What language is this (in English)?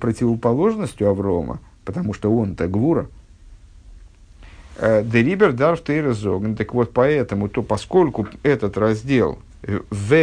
Russian